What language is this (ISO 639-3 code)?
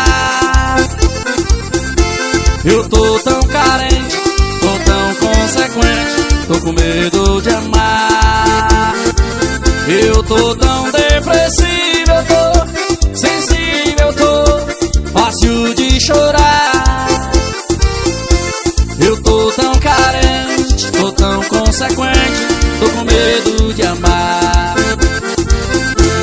por